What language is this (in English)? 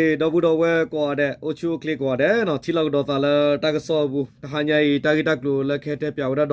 S'gaw Karen